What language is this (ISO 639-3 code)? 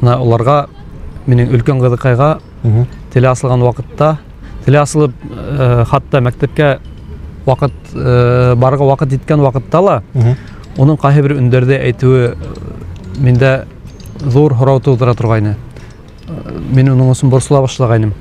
bak